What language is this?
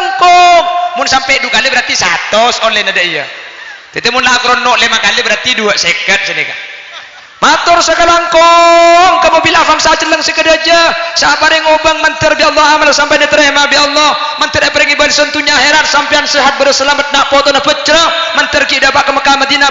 Madurese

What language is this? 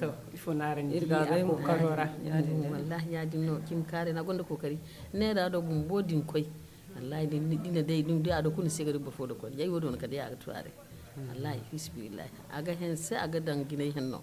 Zarma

